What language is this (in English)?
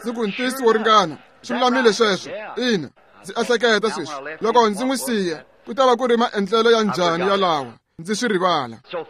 Tsonga